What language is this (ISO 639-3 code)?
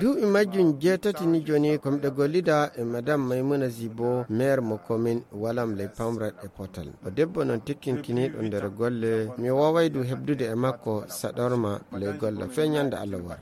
ful